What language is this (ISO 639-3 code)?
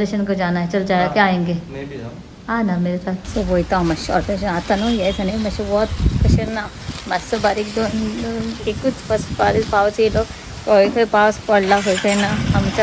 kok